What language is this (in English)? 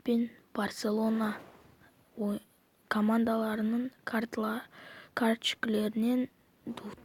Kazakh